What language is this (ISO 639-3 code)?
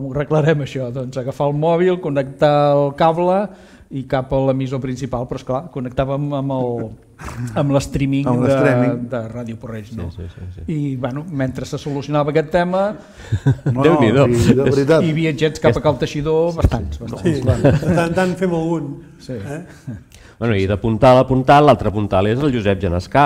cat